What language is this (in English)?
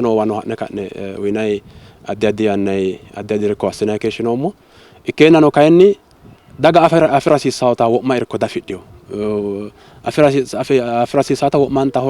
Sidamo